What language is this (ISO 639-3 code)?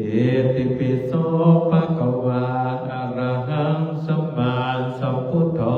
pli